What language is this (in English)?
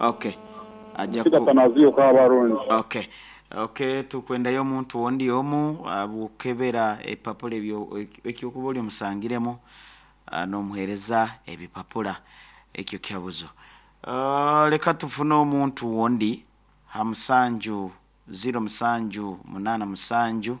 Nyoro